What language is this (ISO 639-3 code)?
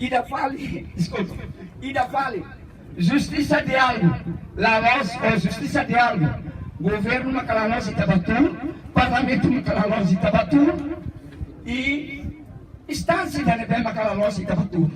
tet